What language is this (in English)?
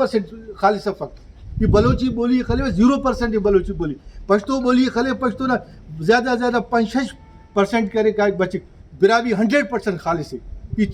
Brahui